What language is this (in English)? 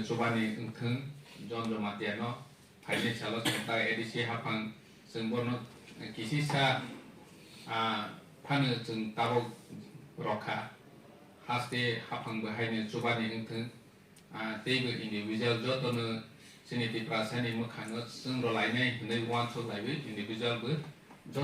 Kok Borok